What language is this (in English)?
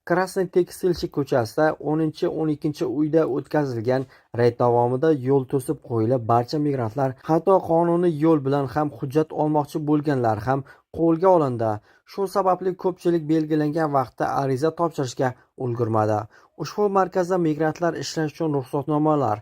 Uzbek